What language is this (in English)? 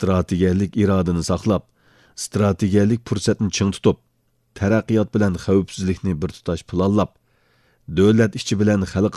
Uyghur